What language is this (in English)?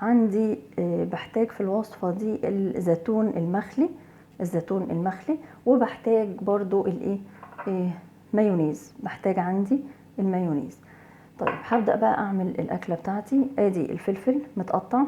Egyptian Arabic